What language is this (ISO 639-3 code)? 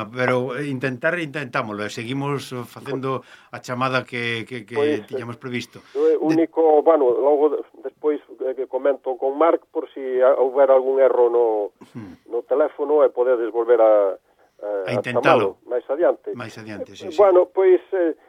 glg